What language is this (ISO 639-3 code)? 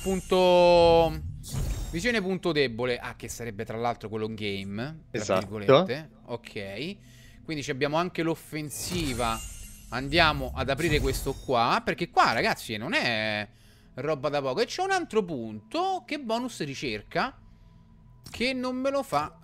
ita